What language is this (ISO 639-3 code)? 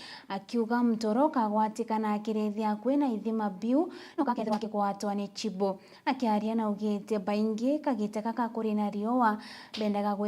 mer